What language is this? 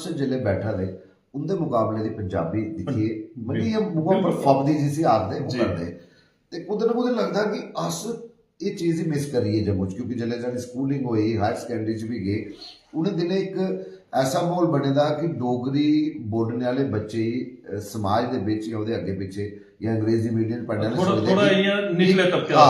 Dogri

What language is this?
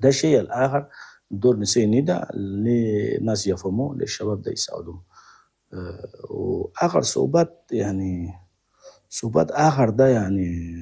Chadian Arabic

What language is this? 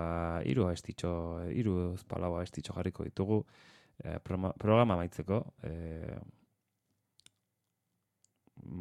Basque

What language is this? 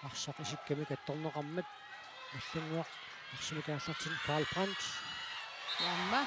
Kalaallisut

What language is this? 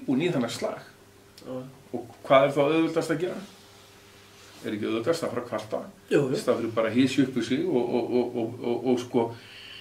Icelandic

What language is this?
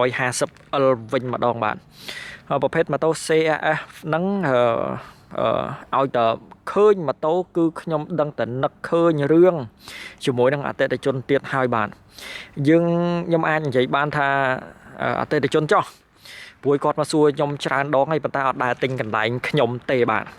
Khmer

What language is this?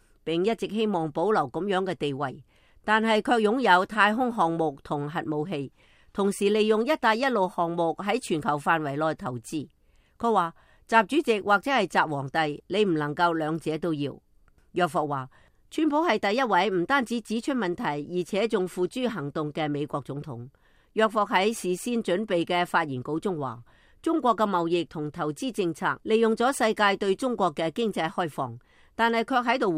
Cantonese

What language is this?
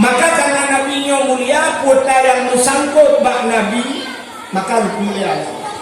Achinese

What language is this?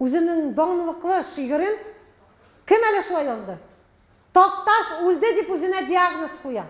Tatar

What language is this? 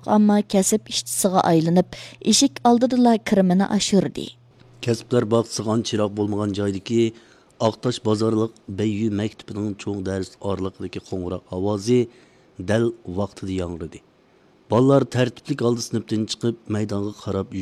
Uyghur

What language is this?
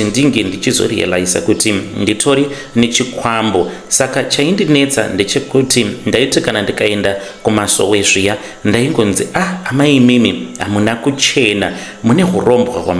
Shona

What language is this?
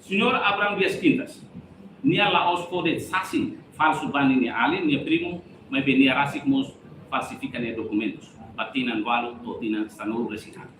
Tetum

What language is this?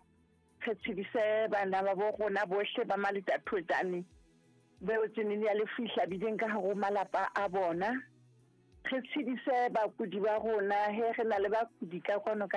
Southern Sotho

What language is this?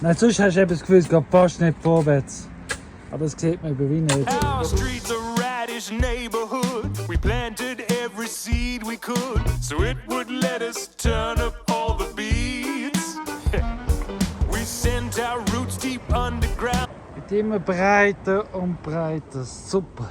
Swiss German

